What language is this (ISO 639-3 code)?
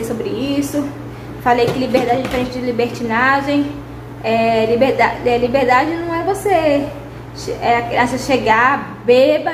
por